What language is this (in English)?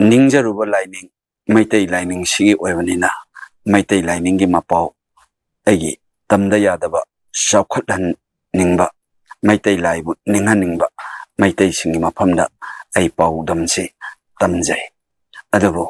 Manipuri